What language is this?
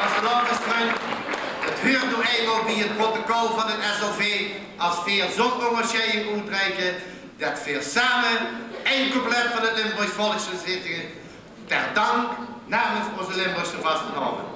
Limburgish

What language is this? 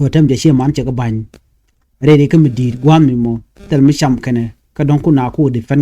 Nuer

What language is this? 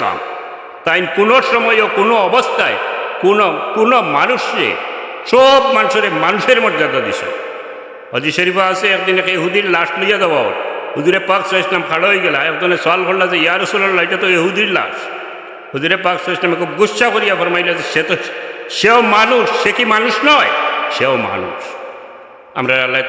Sylheti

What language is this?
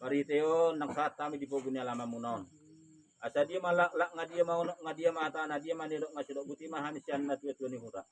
Batak Toba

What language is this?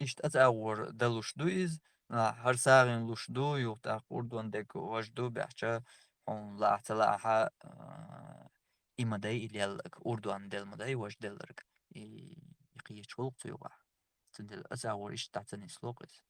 Chechen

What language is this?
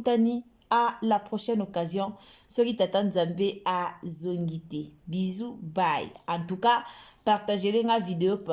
Lingala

